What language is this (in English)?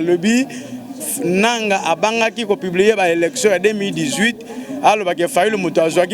Lingala